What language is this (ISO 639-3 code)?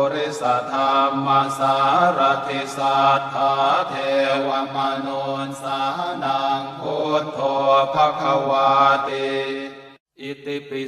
pli